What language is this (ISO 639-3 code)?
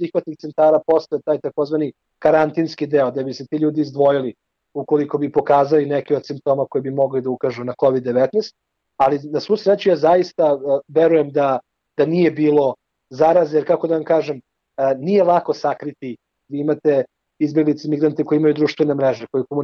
srp